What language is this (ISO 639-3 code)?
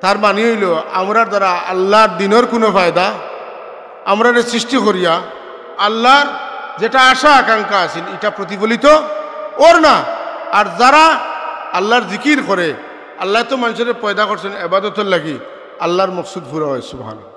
syl